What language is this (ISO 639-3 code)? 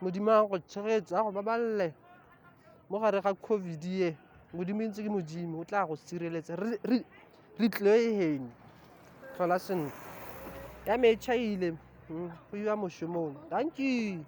tsn